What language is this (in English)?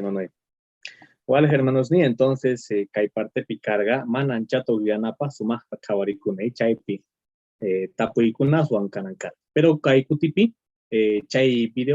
Quechua